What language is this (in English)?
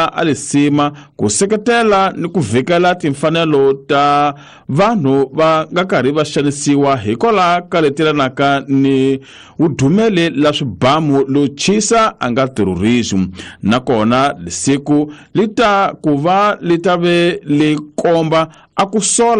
Tsonga